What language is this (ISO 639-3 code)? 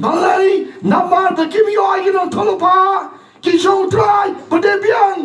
kha